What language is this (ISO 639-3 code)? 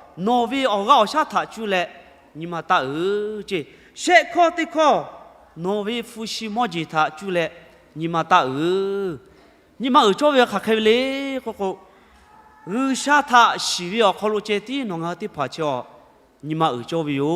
lhu